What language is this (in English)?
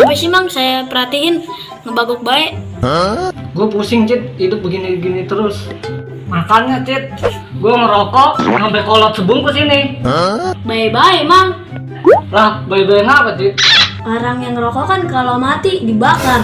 Betawi